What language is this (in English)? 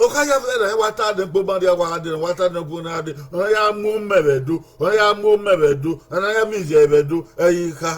Bini